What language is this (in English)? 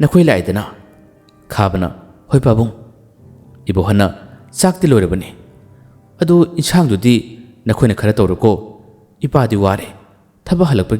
Manipuri